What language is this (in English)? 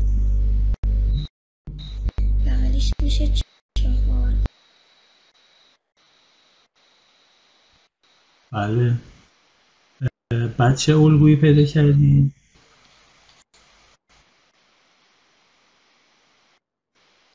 Persian